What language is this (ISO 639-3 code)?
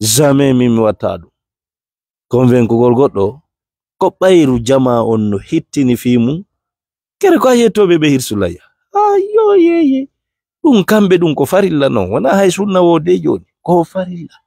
ful